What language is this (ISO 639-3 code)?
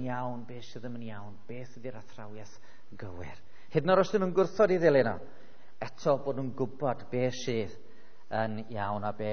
cym